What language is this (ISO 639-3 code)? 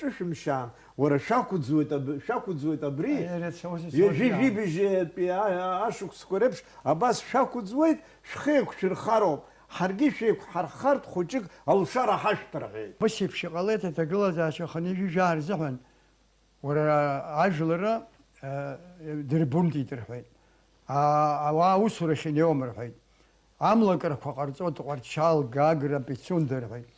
abk